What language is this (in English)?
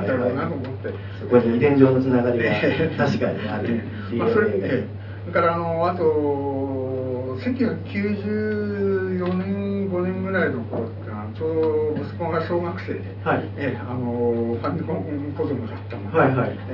Japanese